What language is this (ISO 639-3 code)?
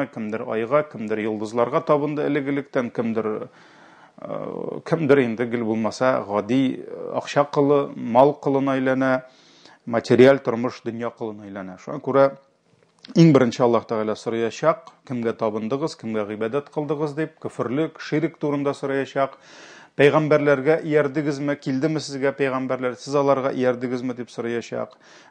tat